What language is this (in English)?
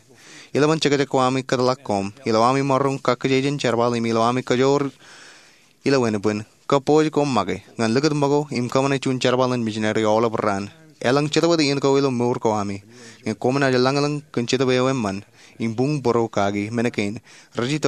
Marshallese